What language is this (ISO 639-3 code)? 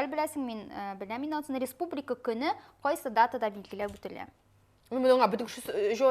tat